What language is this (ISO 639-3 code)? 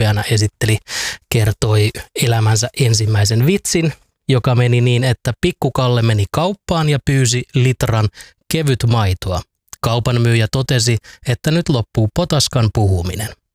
fin